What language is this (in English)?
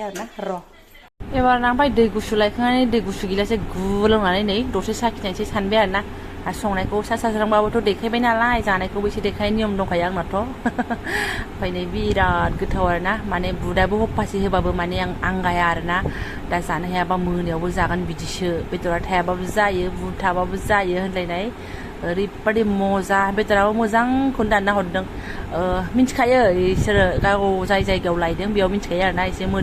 Bodo